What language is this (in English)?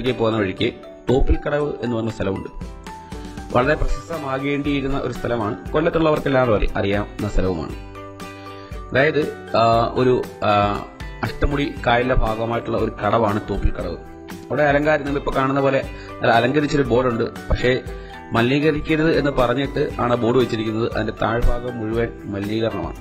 Malayalam